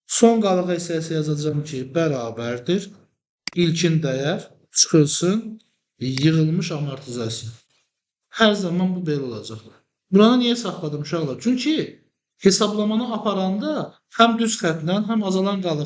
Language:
Azerbaijani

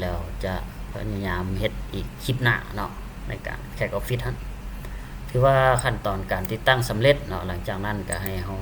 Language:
Lao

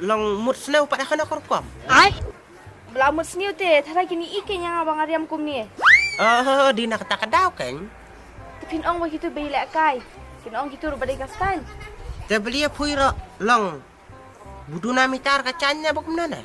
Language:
Khasi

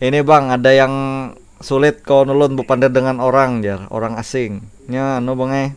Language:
Banjar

